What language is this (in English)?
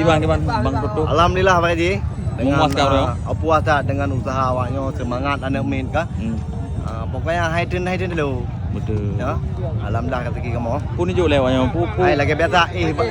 Achinese